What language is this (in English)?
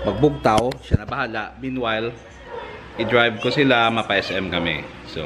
Hiligaynon